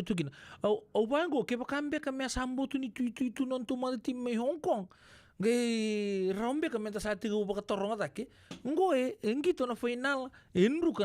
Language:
Fijian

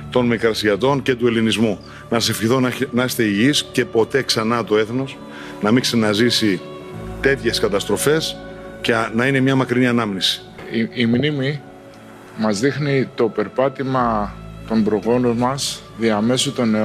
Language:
Greek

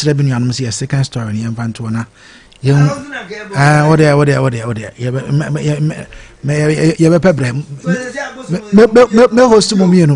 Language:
Akan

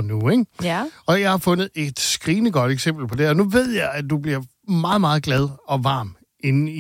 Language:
Danish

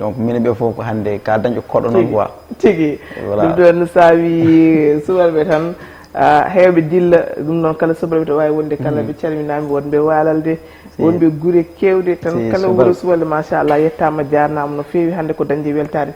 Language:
Fula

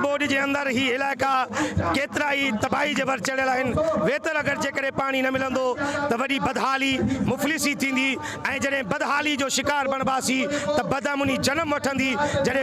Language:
Sindhi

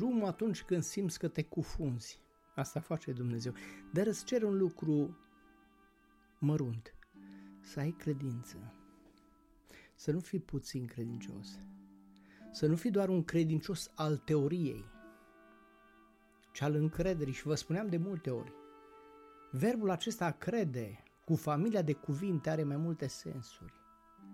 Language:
Romanian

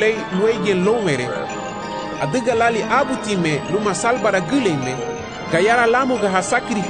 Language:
Garifuna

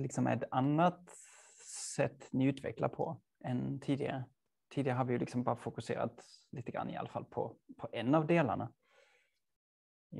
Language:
Swedish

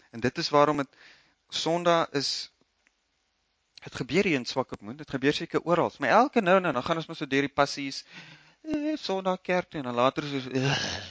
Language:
Afrikaans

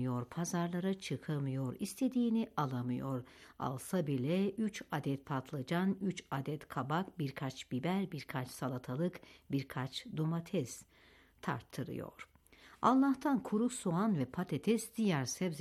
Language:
Turkish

